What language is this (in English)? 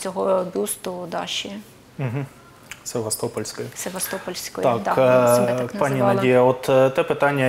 Ukrainian